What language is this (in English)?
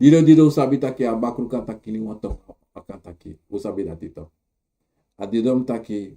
Sranan Tongo